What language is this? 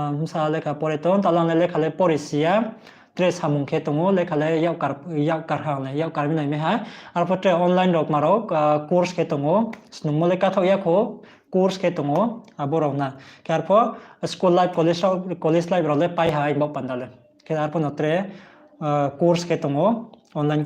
Riang (India)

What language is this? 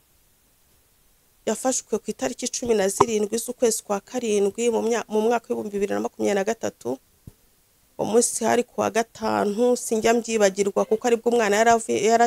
Kinyarwanda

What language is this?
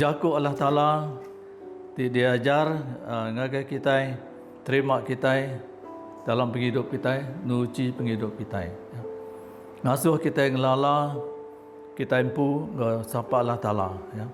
Iban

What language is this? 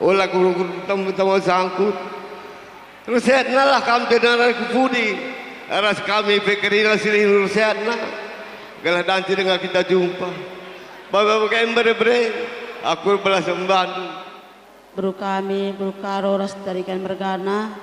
Batak Karo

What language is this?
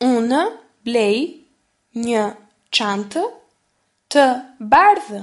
Albanian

